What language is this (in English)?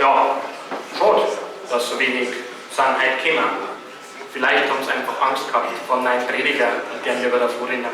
Bavarian